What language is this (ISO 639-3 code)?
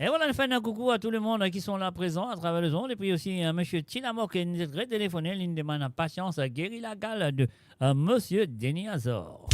mfe